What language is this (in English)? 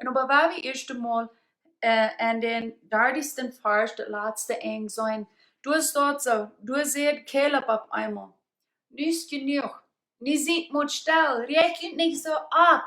Plautdietsch